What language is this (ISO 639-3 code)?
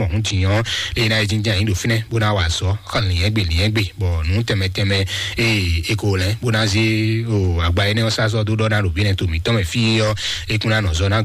fon